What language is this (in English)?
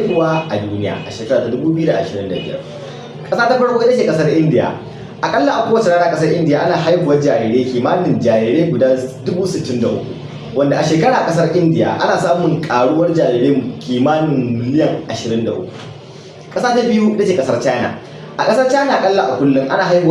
Hausa